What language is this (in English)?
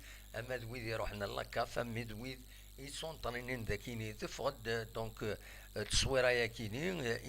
Kabyle